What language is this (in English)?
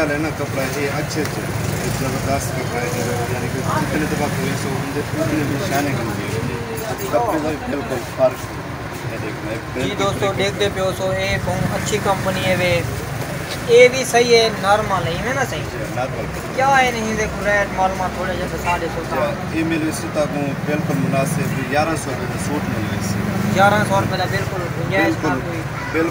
Saraiki